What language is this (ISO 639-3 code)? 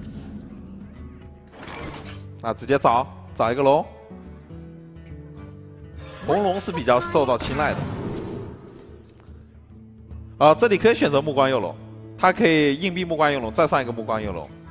zho